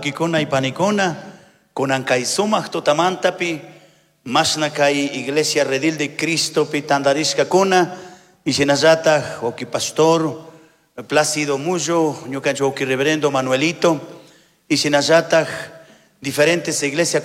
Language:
Chimborazo Highland Quichua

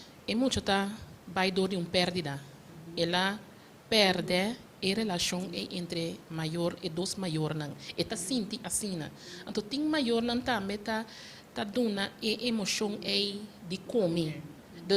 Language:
Papiamento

